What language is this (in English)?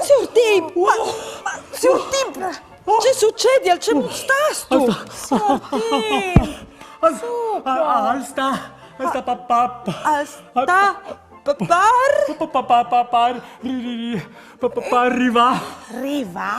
Friulian